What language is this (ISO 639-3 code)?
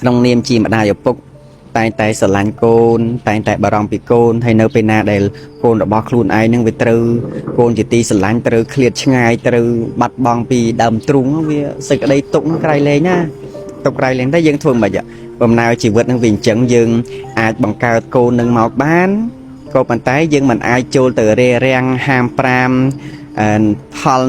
khm